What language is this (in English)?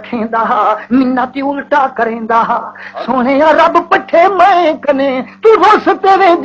Saraiki